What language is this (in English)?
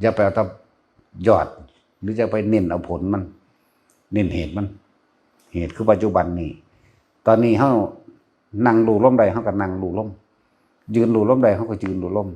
Northeastern Thai